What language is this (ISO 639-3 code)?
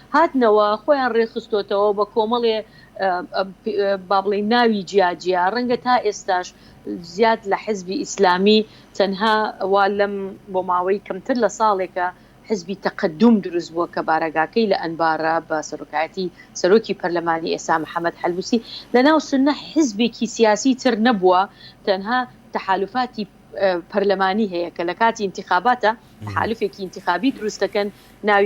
ckb